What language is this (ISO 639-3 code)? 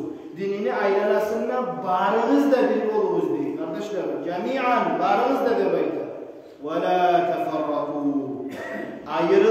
kum